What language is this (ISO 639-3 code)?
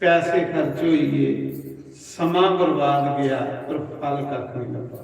doi